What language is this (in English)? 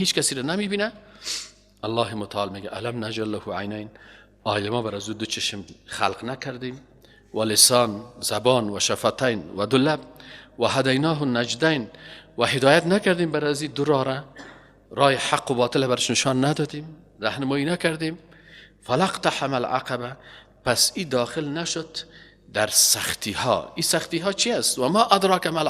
Persian